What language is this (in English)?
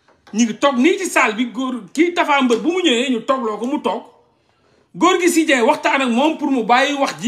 Wolof